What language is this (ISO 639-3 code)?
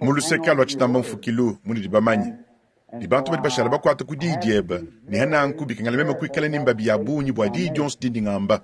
lua